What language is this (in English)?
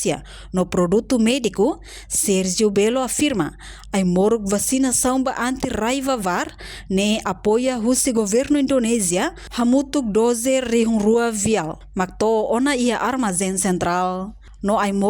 Tetum